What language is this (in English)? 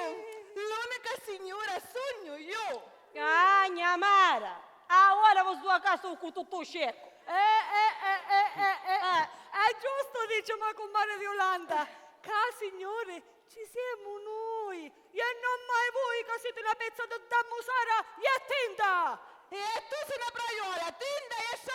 Sicilian